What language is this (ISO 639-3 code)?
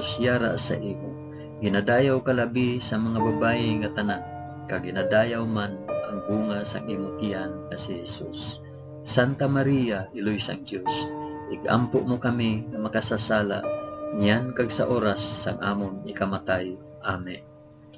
hil